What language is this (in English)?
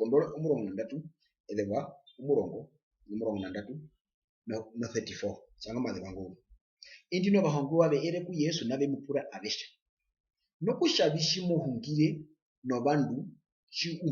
Herero